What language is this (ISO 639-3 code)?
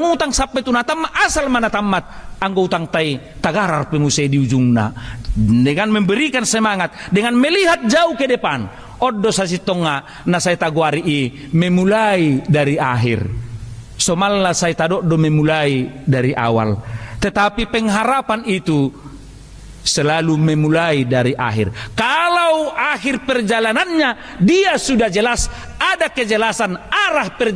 bbc